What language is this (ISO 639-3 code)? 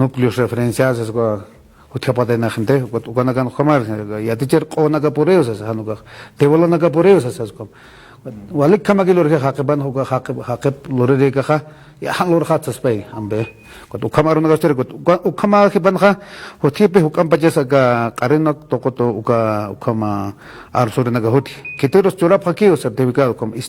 aym